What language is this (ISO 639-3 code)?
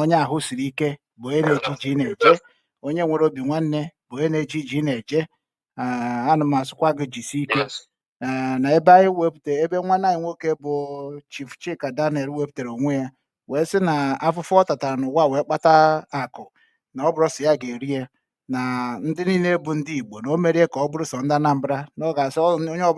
ibo